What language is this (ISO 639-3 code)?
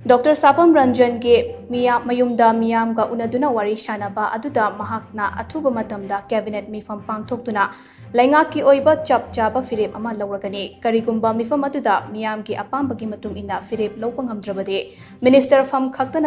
mni